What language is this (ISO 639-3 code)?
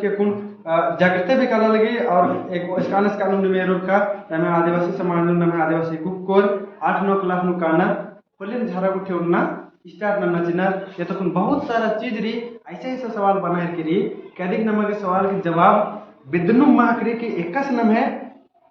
kru